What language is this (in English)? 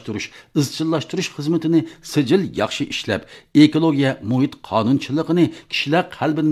Uyghur